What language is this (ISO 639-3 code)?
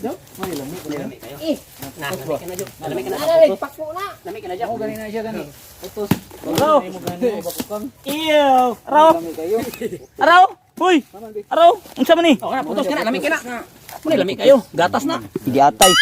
ceb